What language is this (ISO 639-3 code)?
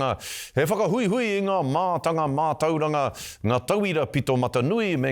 mri